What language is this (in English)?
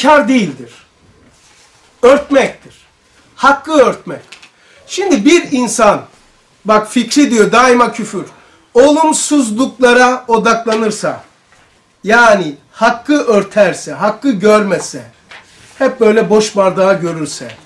Turkish